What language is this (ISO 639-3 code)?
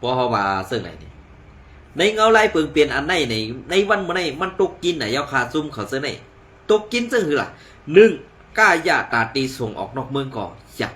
shn